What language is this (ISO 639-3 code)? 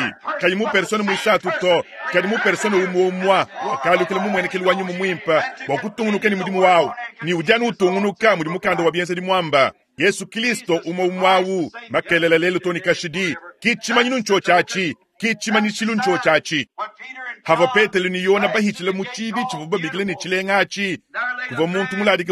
lua